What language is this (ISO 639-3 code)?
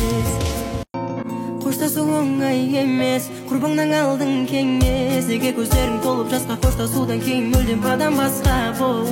kaz